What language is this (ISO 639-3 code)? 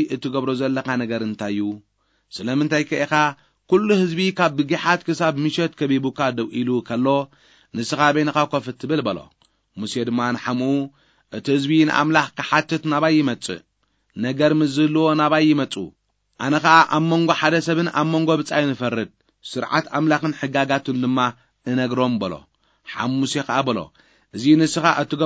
tir